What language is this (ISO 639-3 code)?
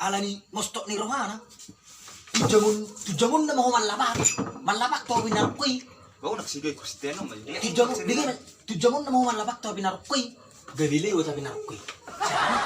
bbc